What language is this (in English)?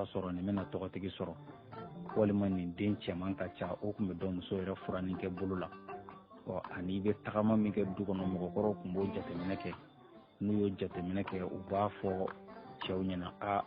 Bambara